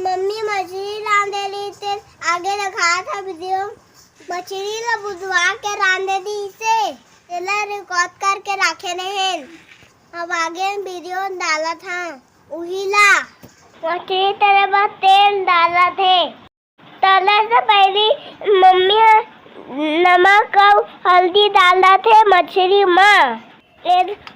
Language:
Chhattisgarhi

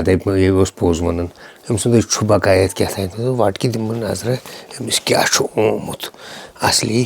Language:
Kashmiri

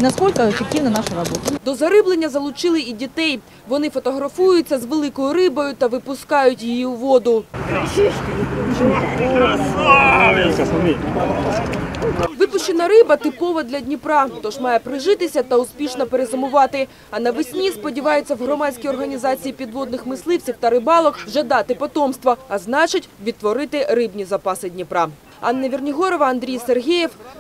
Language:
Ukrainian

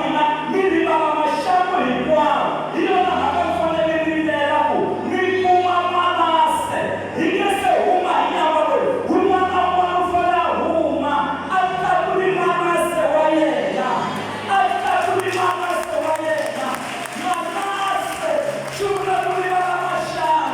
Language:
Tsonga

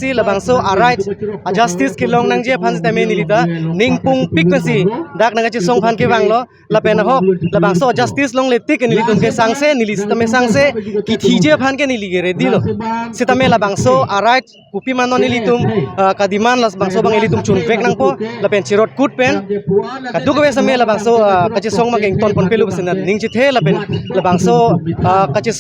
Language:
Karbi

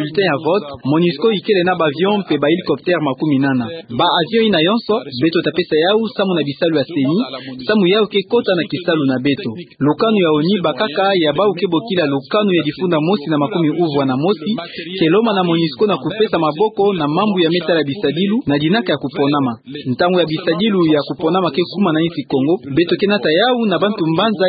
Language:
Kituba (Democratic Republic of Congo)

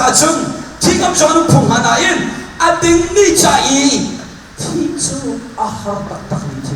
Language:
Hakha Chin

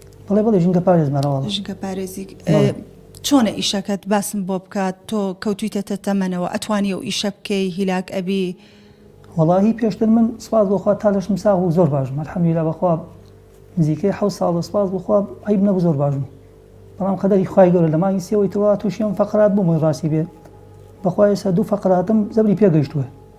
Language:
Central Kurdish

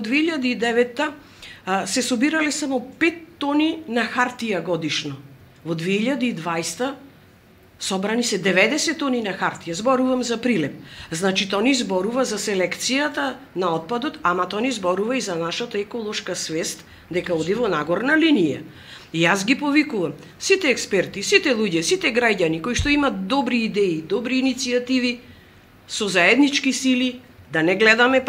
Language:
Macedonian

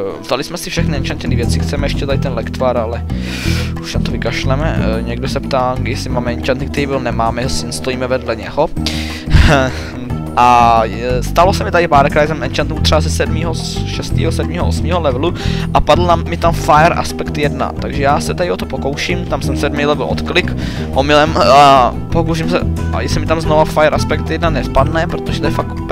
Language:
Czech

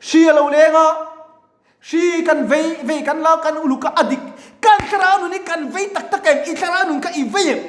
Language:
Mizo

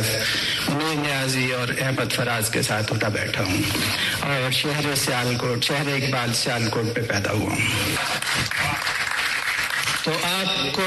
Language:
Urdu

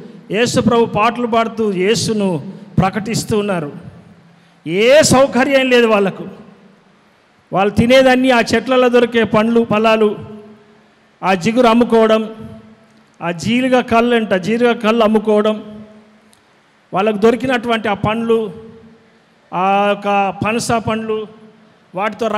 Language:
Telugu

